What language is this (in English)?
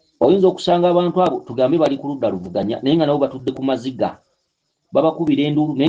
Ganda